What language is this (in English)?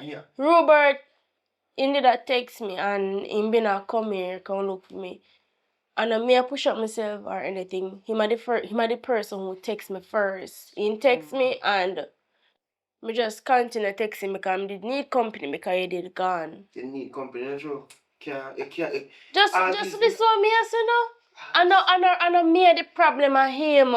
Jamaican Creole English